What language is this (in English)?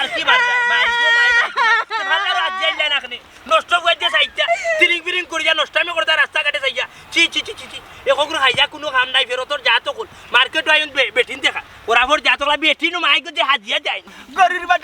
Sylheti